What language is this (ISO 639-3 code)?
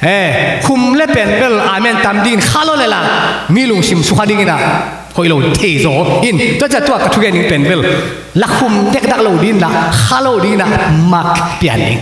ctd